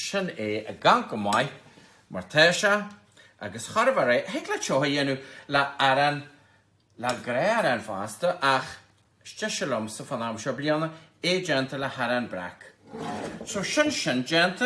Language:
Irish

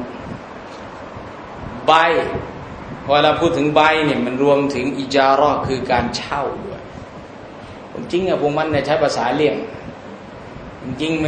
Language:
Thai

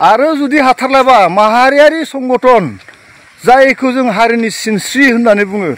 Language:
Bodo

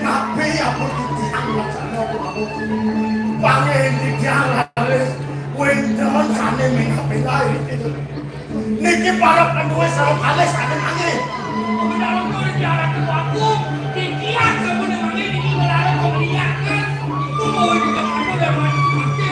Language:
Balinese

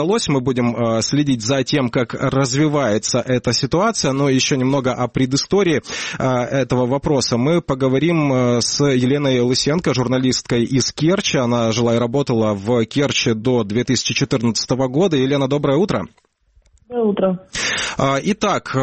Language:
Russian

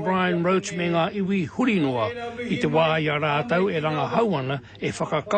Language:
Māori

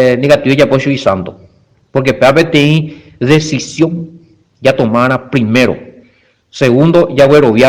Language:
Guarani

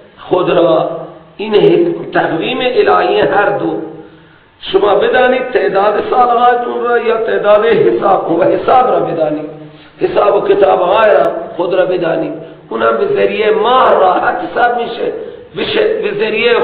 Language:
Persian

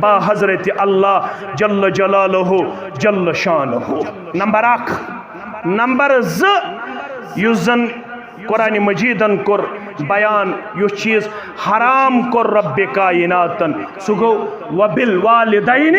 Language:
Kashmiri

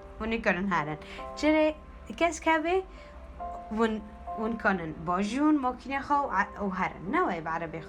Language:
Kurdish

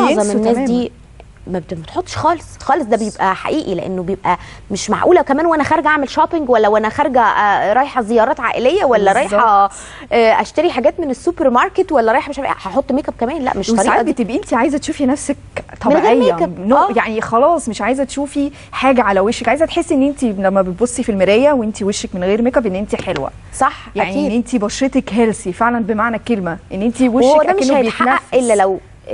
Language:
Egyptian Arabic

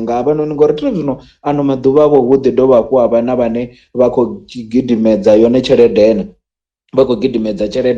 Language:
Venda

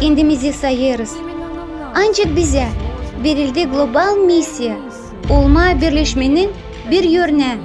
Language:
Gagauz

